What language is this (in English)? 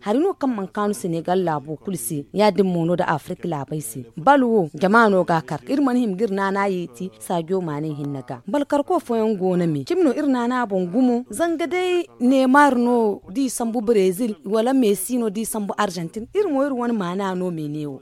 Zarma